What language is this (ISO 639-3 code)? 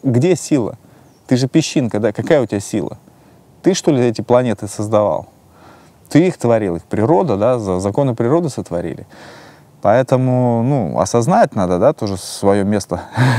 rus